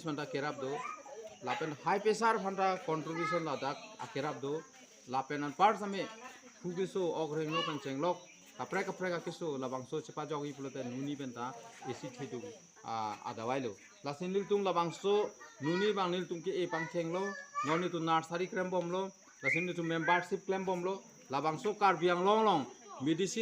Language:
Karbi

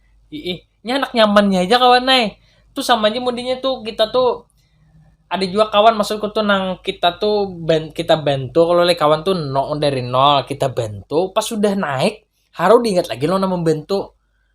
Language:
Banjar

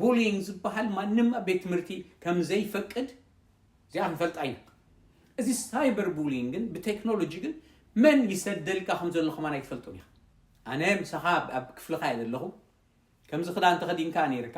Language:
Tigrinya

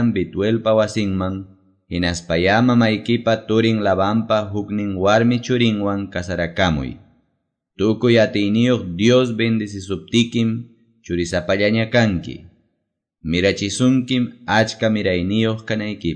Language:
Quechua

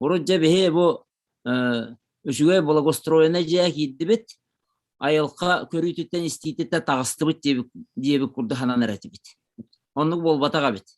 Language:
Yakut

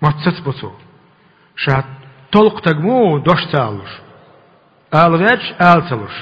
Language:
Chechen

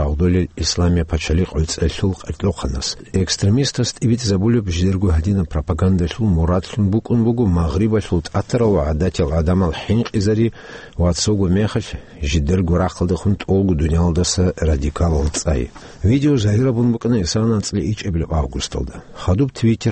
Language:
Avaric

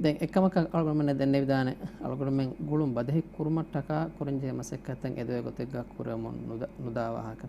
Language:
Divehi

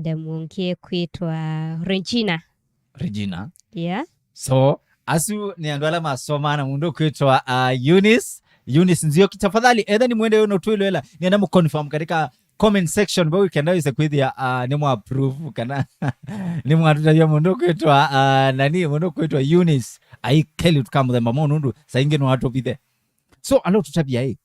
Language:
Kamba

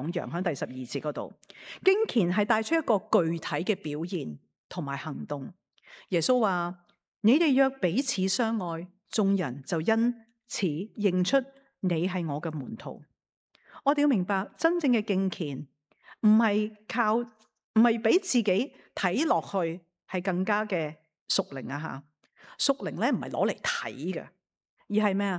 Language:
Cantonese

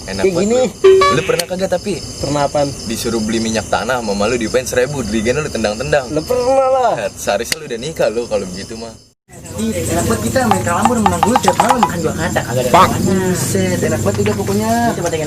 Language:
Betawi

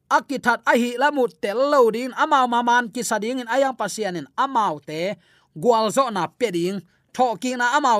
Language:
Tedim Chin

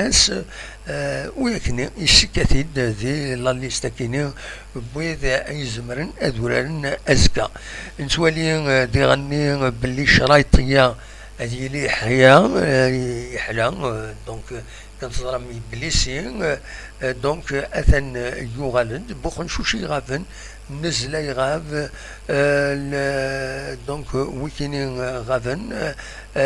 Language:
Kabyle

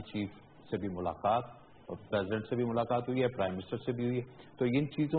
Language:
Urdu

